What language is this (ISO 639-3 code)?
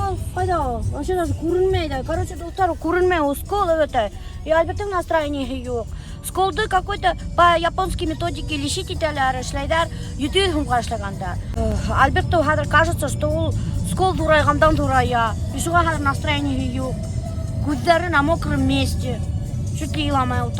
bak